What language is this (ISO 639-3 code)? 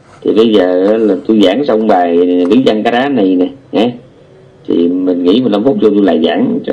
vie